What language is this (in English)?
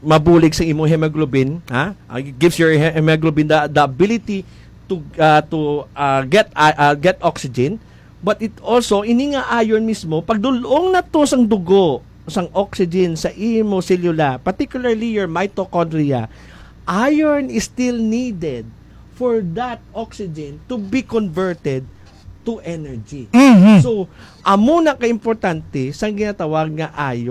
Hiligaynon